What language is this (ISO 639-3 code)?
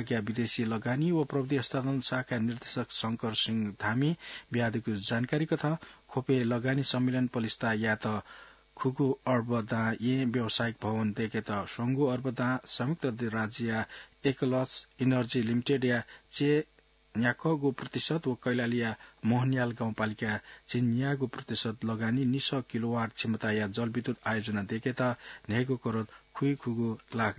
new